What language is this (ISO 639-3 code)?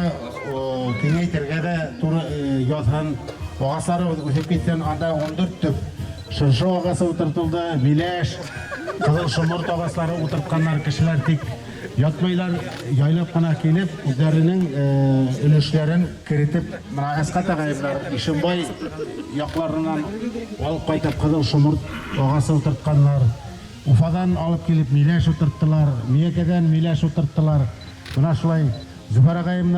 bak